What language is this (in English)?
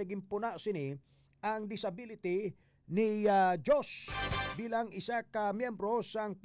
Hiligaynon